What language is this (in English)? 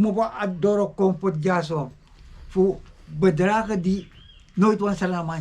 Sranan Tongo